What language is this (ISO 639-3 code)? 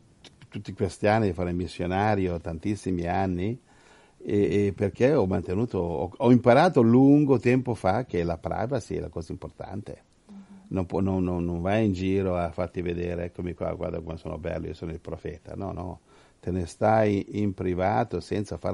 ita